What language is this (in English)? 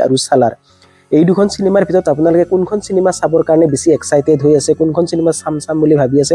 Assamese